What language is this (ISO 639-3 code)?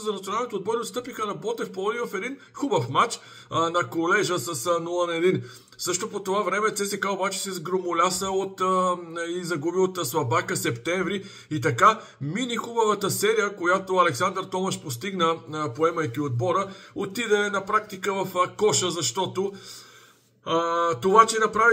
bul